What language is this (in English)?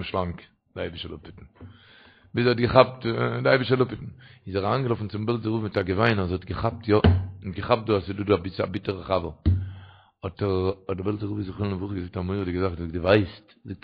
Yiddish